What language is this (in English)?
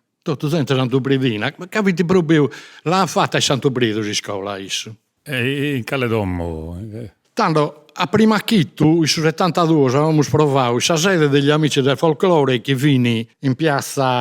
Sardinian